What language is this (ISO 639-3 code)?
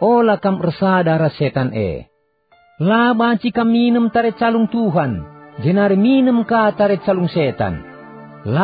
btx